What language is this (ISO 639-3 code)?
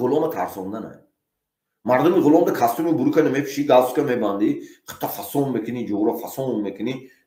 tgk